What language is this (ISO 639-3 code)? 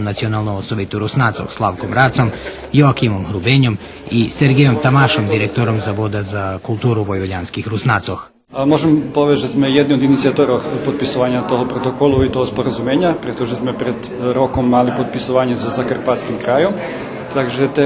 rue